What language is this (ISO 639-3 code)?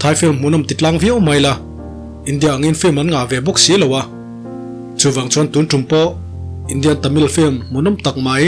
lus